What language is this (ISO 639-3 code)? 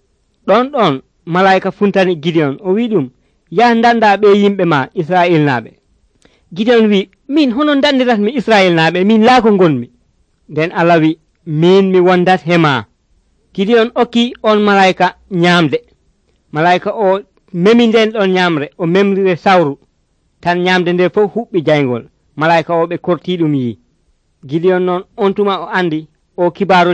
fuv